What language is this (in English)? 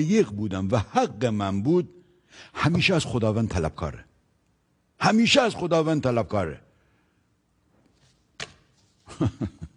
Persian